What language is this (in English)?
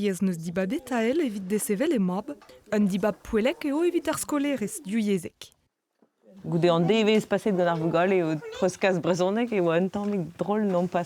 Breton